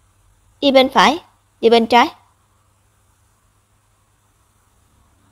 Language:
Vietnamese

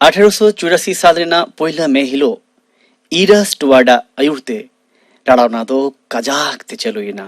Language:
Santali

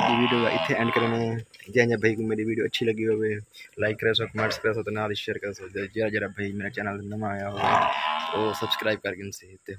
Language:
Saraiki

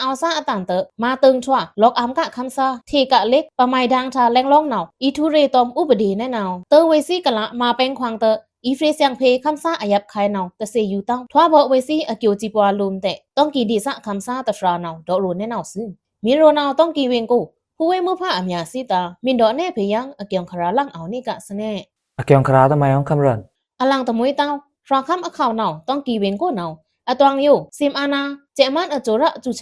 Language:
Pa'o Karen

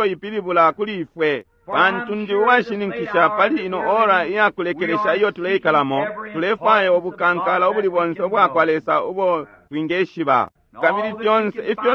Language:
Bemba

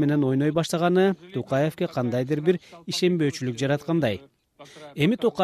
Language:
Kyrgyz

